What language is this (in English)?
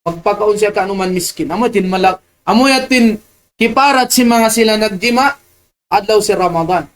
Tausug